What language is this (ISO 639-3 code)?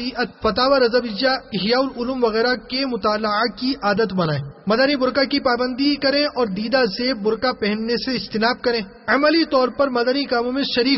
urd